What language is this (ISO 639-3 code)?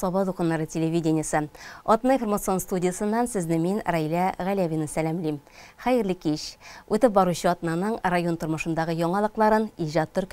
tat